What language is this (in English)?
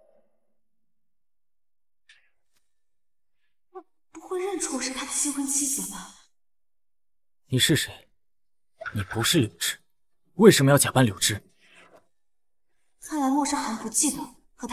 Chinese